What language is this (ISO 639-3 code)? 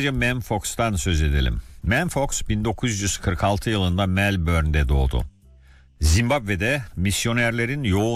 tur